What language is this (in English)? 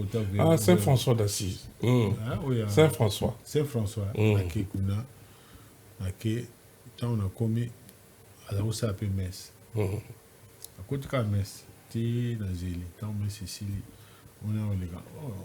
Lingala